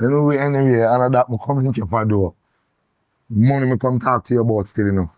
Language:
Jamaican Creole English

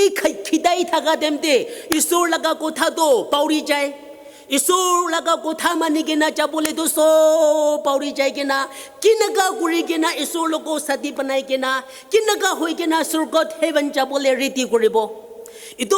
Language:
Naga Pidgin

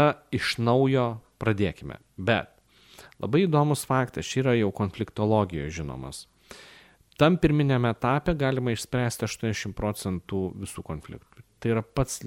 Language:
Lithuanian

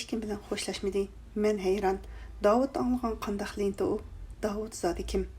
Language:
Uyghur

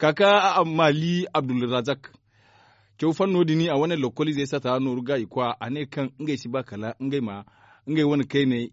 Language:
Zarma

